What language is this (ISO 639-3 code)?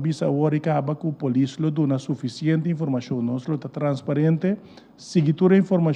pap